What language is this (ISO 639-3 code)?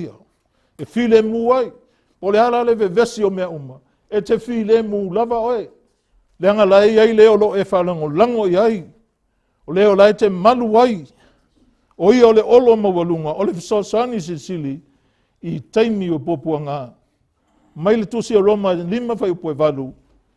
smo